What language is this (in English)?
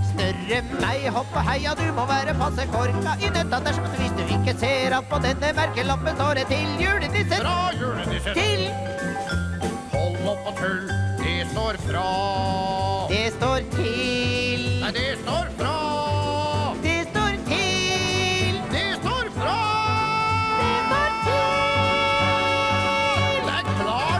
Norwegian